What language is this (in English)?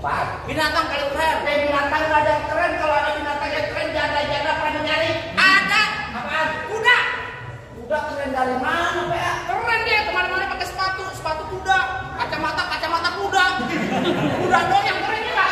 Betawi